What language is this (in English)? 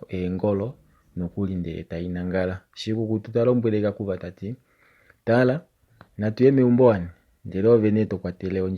Kuanyama